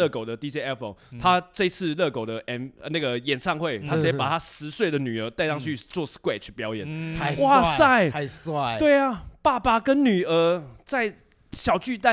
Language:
Chinese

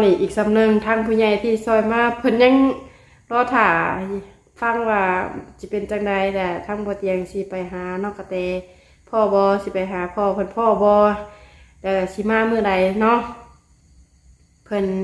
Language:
Lao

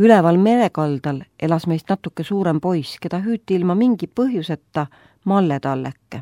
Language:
Estonian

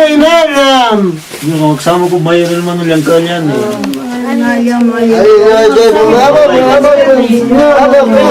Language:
Ayacucho Quechua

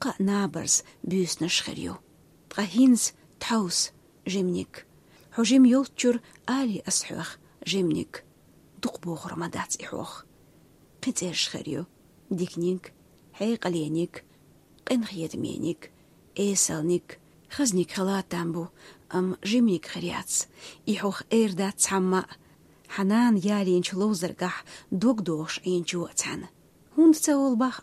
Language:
Chechen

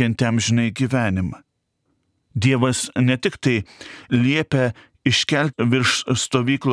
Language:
Lithuanian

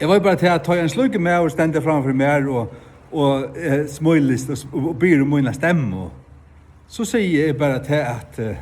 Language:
Faroese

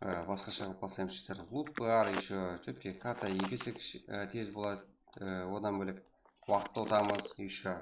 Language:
Kara-Kalpak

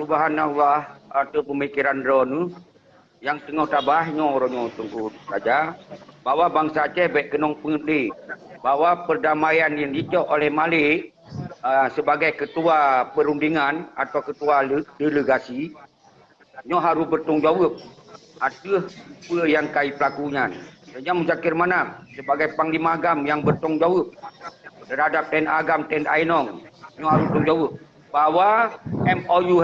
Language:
Achinese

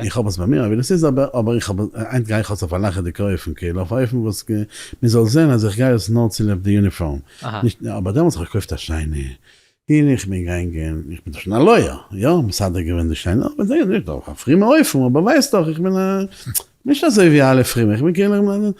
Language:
Yiddish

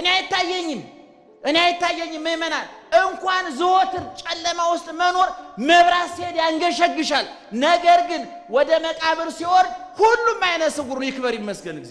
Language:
Amharic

